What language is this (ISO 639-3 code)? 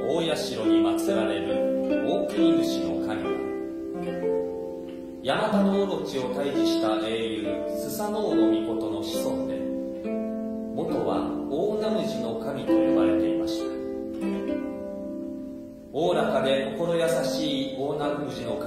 jpn